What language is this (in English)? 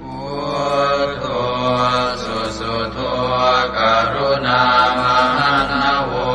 Pali